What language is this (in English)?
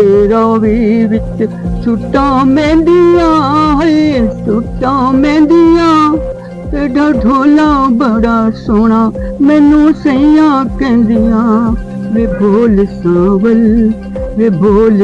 Saraiki